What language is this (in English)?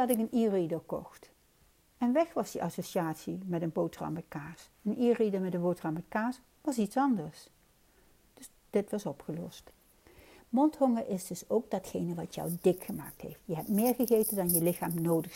Dutch